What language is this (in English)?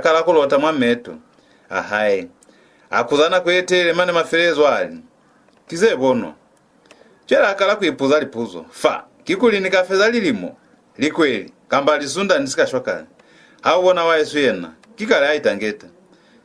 Lozi